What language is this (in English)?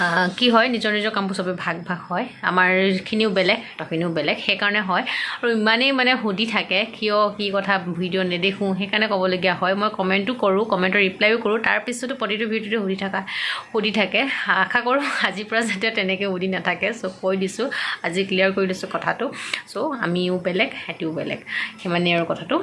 Assamese